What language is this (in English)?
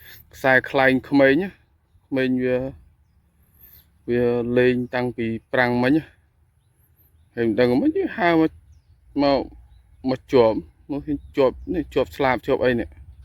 Khmer